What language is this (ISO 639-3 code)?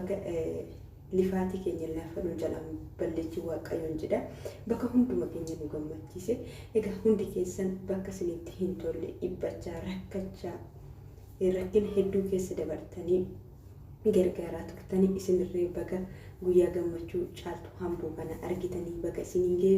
orm